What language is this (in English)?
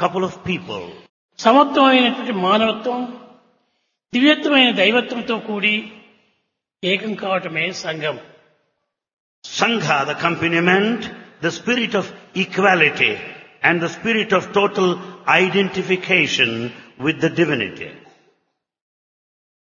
Telugu